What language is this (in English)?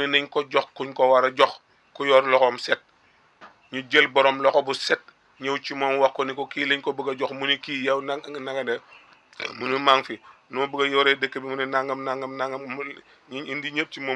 Wolof